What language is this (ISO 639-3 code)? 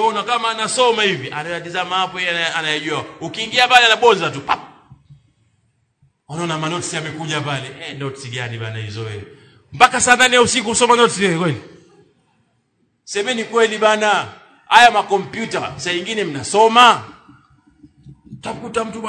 swa